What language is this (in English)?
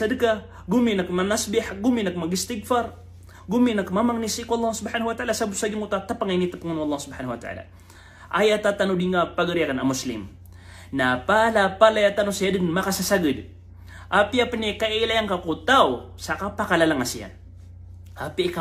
Maranao